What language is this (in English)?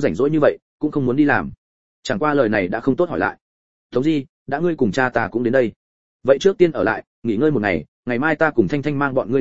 Vietnamese